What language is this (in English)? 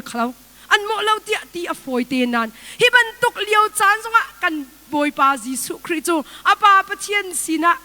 Hakha Chin